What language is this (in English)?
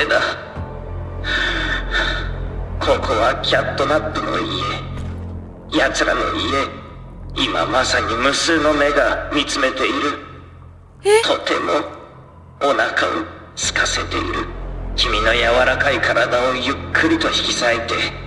Japanese